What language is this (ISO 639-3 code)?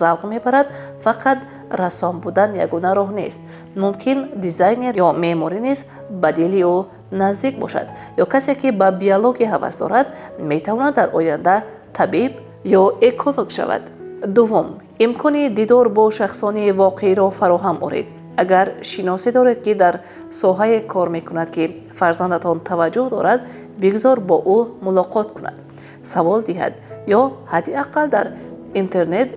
tgk